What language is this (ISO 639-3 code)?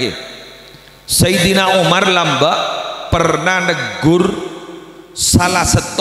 mad